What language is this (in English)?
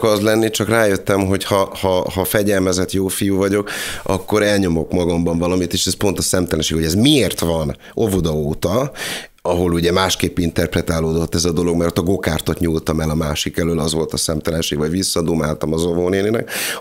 Hungarian